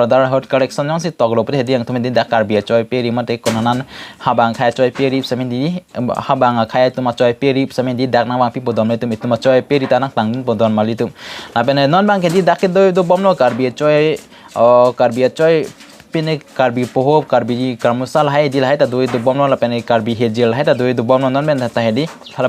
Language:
Karbi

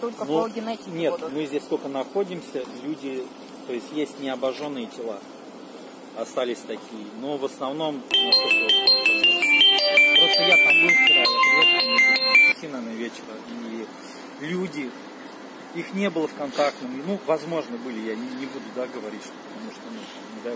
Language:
Russian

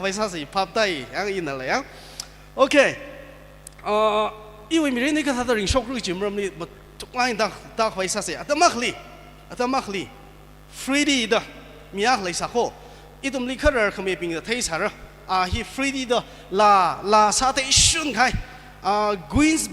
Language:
Tangkhul Naga (India)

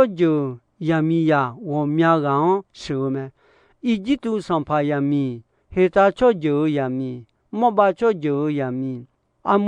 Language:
Akha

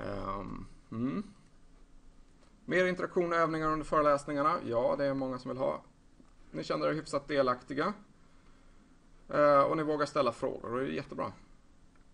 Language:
Swedish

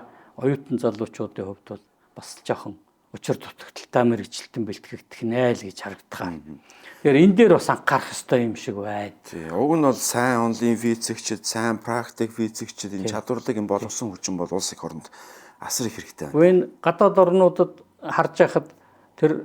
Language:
Mongolian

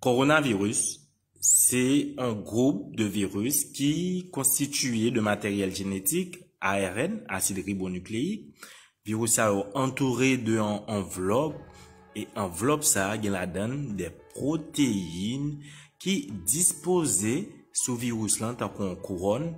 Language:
Haitian Creole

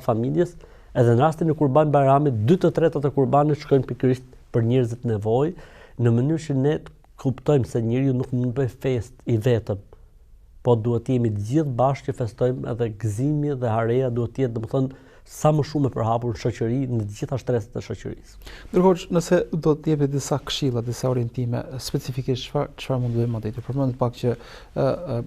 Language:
Albanian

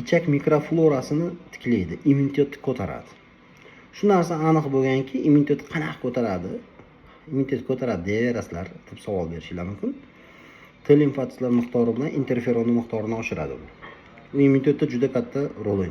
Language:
Uzbek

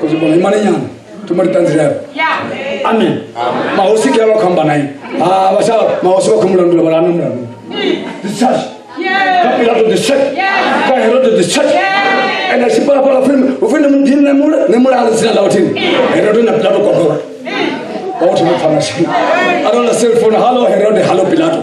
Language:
Venda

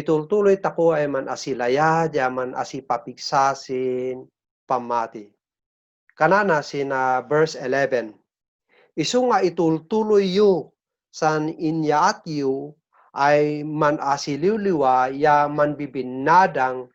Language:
Kankanaey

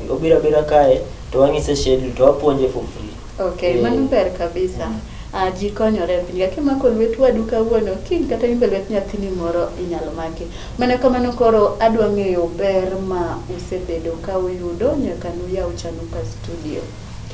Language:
Luo (Kenya and Tanzania)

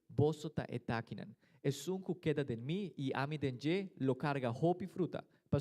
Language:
Papiamento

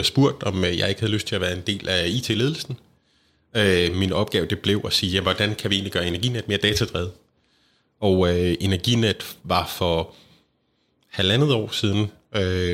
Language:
Danish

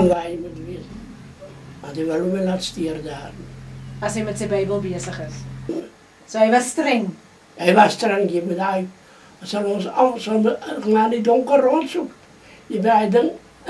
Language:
Afrikaans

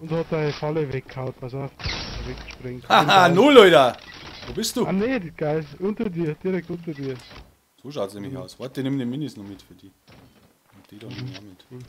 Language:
Bavarian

